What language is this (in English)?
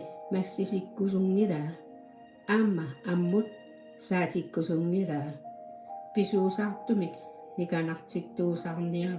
Kalaallisut